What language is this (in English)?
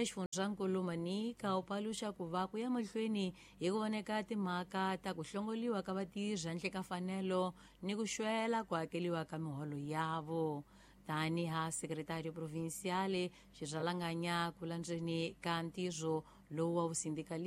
Tsonga